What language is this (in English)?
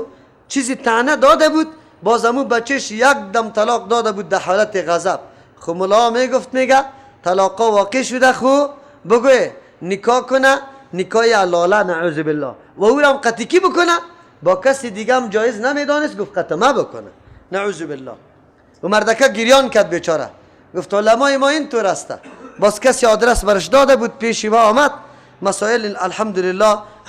Persian